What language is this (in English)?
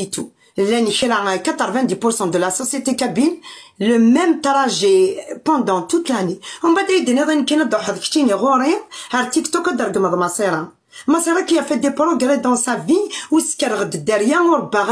Kabyle